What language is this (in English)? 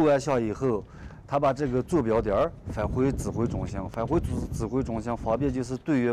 Chinese